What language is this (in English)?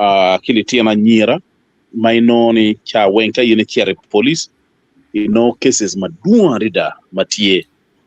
Acoli